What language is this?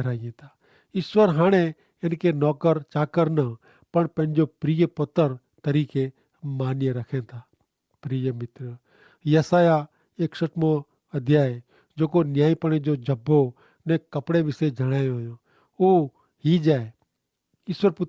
Kachhi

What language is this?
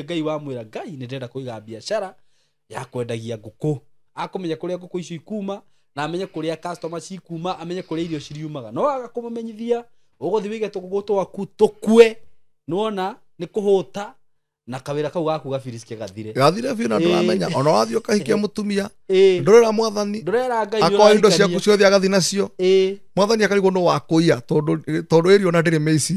Kikuyu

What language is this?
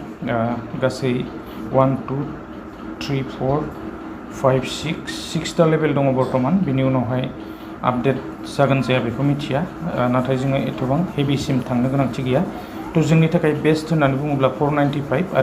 Bodo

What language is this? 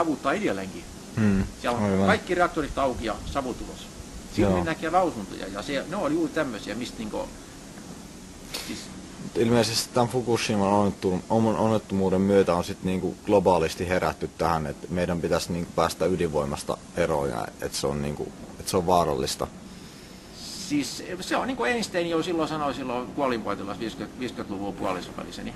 Finnish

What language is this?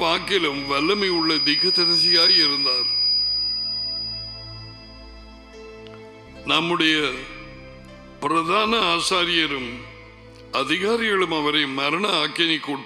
Tamil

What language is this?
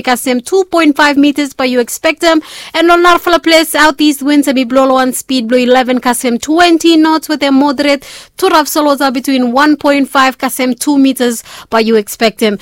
Bislama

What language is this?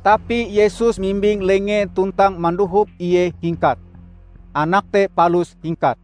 Ngaju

